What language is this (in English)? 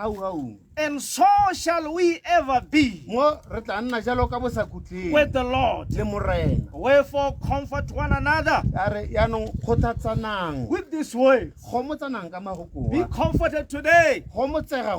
Tswana